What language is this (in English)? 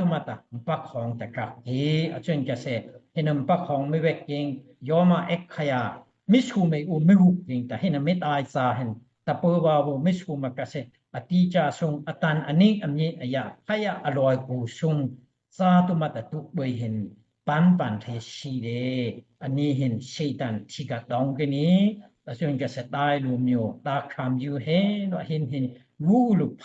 Daai Chin